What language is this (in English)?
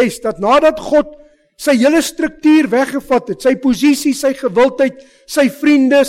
Afrikaans